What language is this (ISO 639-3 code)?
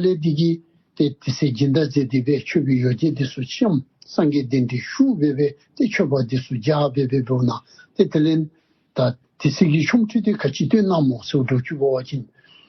dzo